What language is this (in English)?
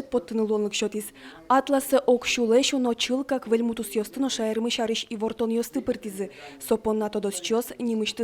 Udmurt